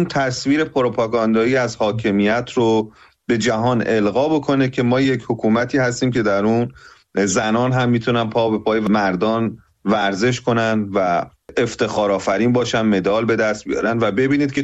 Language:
Persian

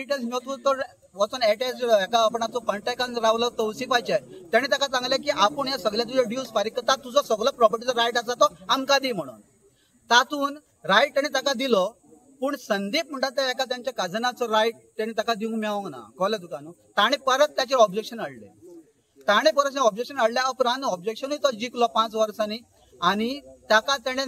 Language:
Konkani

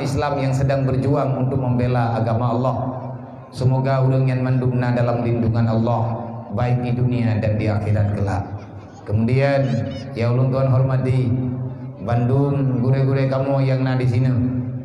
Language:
Achinese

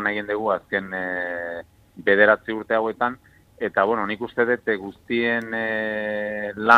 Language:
Basque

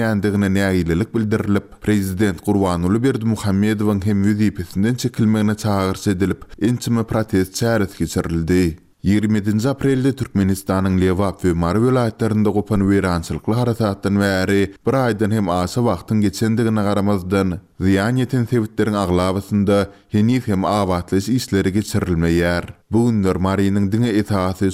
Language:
Turkmen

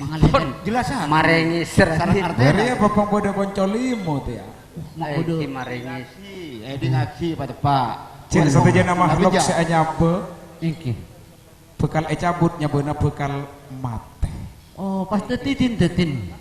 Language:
Madurese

